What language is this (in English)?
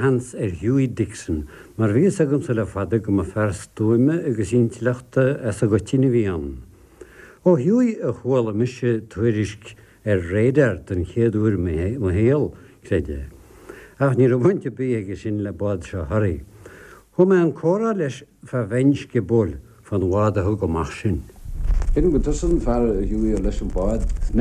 Irish